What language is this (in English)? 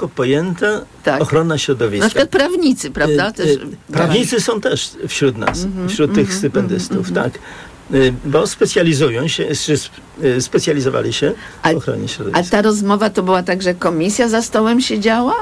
Polish